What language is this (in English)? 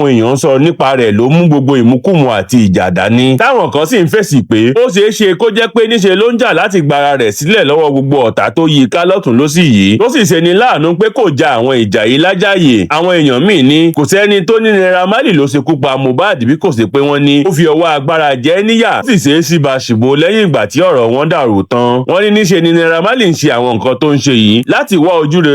Yoruba